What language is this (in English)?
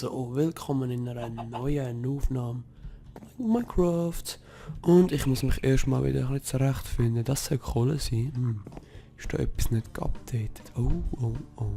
Swiss German